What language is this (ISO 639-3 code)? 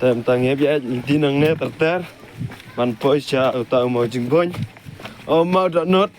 kha